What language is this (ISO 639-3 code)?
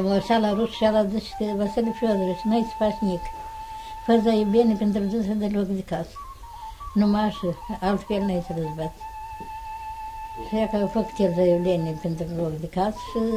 ron